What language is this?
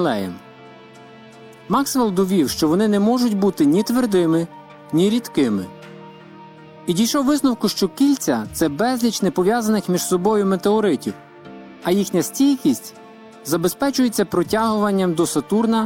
Ukrainian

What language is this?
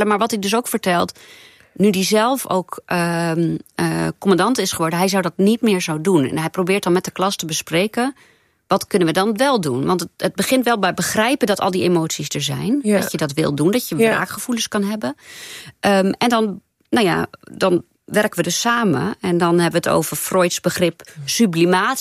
Dutch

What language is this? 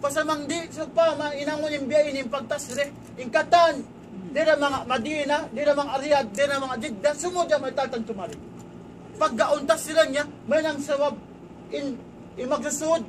Tausug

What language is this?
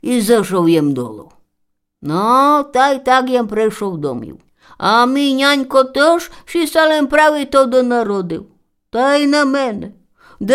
Rusyn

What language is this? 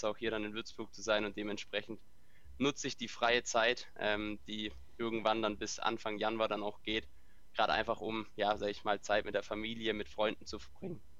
German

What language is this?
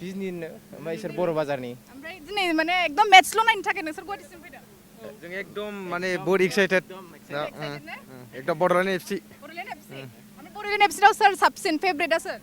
Bodo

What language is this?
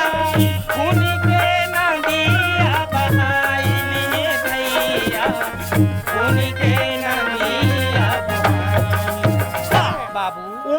Chhattisgarhi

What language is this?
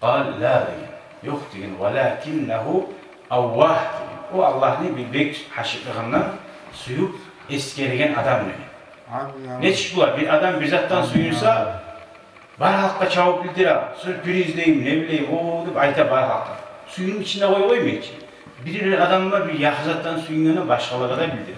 Kumyk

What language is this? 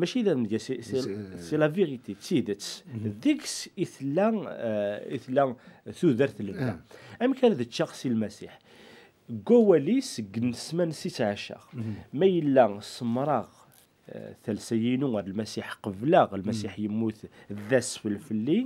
Kabyle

